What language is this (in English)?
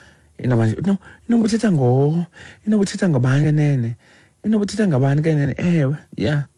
Xhosa